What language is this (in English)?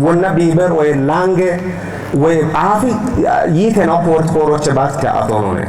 Kafa